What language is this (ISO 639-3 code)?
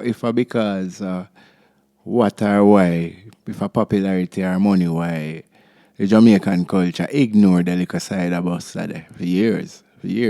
jam